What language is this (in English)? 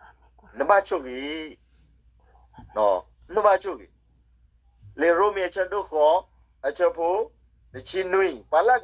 S'gaw Karen